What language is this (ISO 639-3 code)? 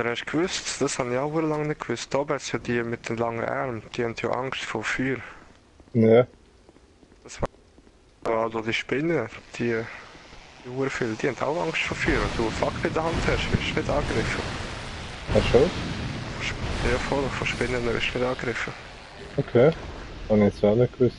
gsw